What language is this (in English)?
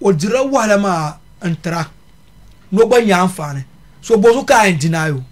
Dagbani